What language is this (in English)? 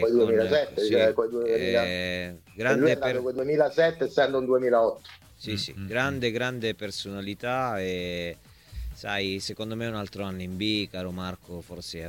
Italian